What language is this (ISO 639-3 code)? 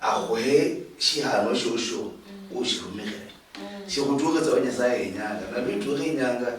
luy